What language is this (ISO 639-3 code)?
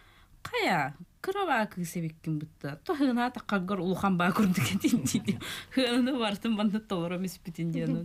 sah